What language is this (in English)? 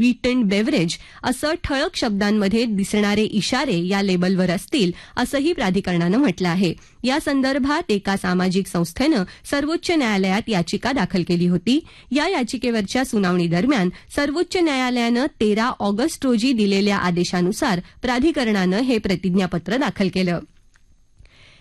Marathi